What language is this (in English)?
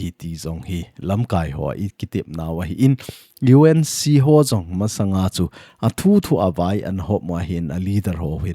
Thado Chin